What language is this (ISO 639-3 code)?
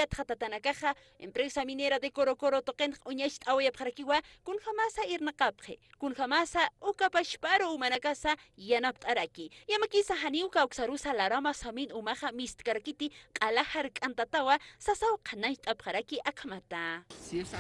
aym